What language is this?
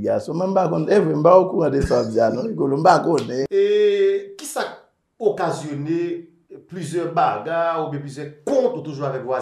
Haitian Creole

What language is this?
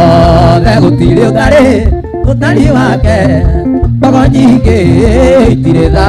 Kikuyu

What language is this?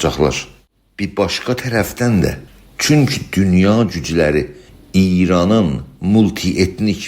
South Azerbaijani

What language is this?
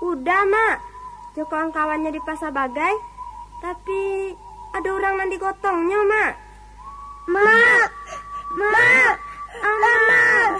Minangkabau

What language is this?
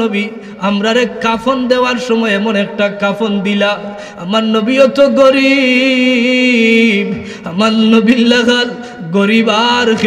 Sylheti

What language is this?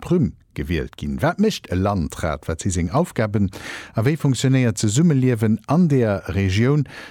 Luxembourgish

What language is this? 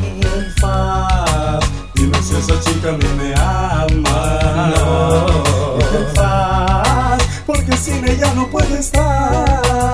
Spanish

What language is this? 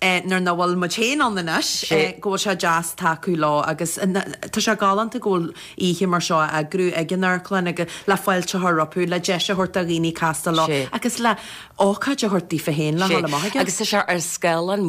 Irish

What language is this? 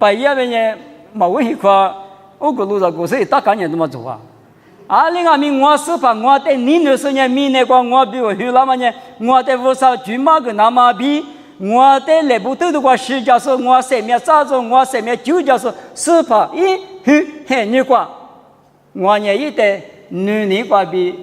Lisu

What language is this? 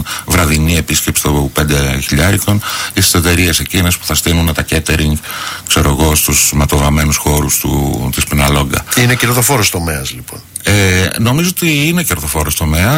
Greek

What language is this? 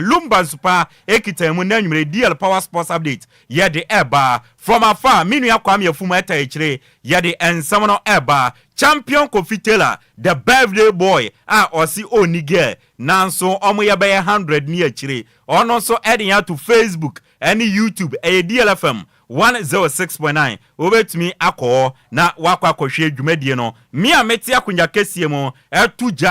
Akan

